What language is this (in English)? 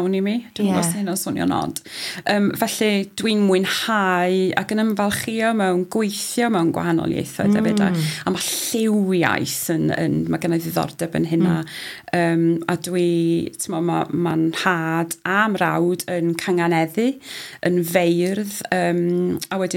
Welsh